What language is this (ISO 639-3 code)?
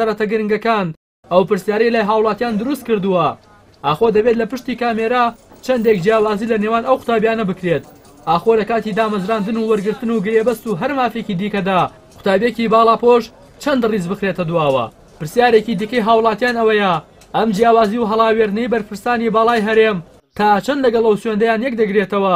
ckb